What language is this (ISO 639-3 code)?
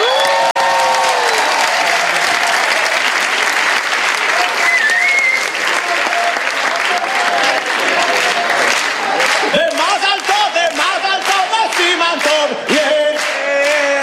heb